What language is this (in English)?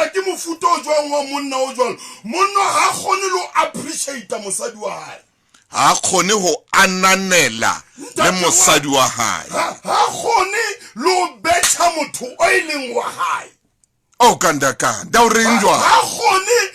Southern Sotho